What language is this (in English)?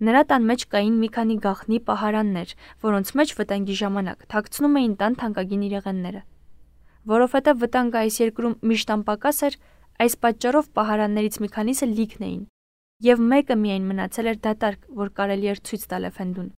Armenian